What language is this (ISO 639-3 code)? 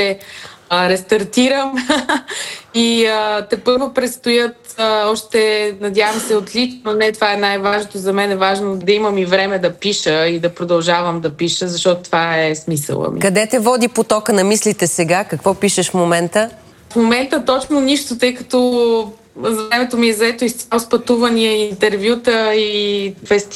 bul